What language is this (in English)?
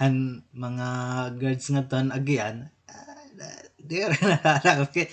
Waray